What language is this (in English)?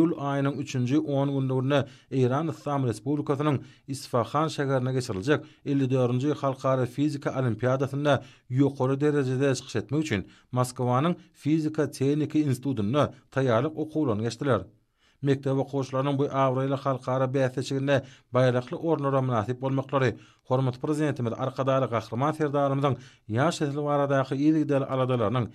Turkmen